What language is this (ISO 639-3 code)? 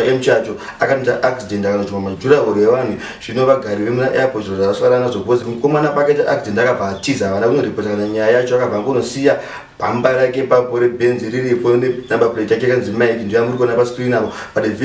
sna